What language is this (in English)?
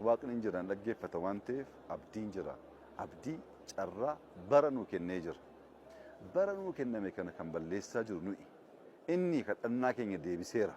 Oromo